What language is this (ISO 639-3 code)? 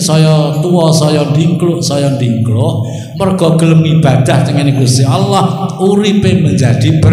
jav